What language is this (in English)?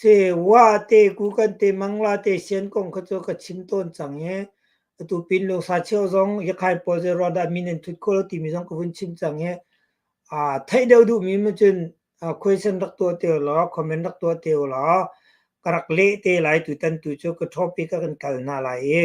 Hakha Chin